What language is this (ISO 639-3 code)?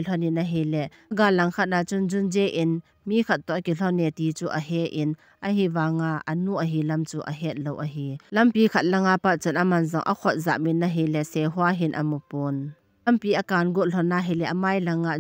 tcz